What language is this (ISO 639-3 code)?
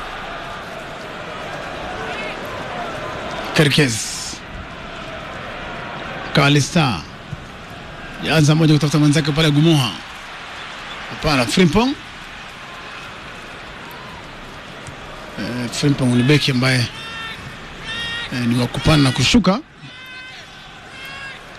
swa